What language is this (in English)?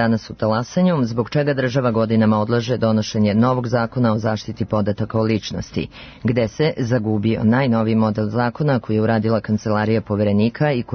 Serbian